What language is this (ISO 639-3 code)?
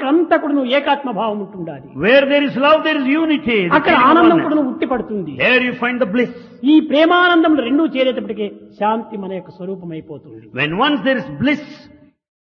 tel